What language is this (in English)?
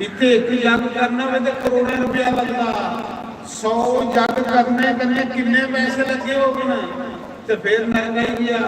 Dogri